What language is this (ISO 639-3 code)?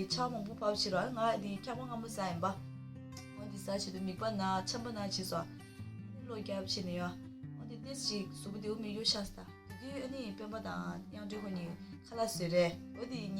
bod